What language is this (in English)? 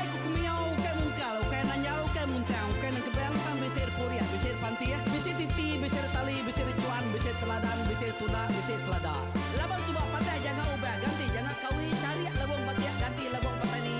Iban